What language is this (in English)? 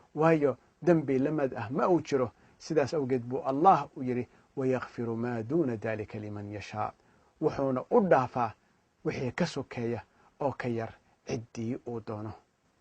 Somali